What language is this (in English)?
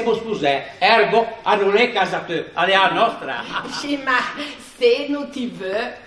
Ligurian